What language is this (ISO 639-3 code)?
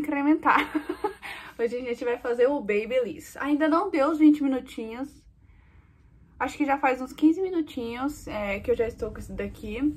por